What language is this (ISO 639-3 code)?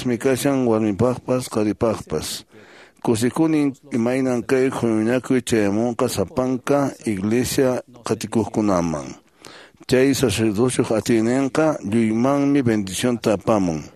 que